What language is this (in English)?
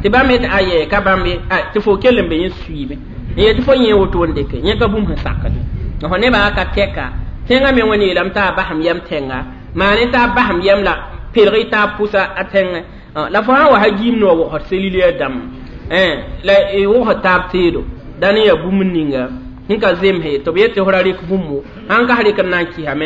Mossi